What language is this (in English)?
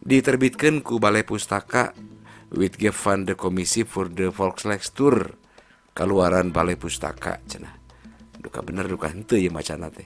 Sundanese